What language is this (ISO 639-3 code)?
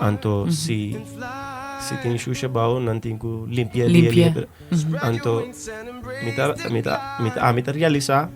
pap